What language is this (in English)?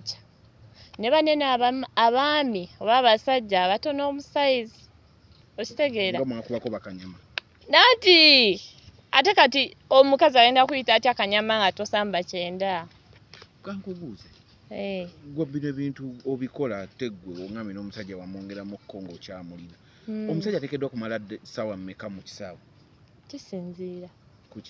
Ganda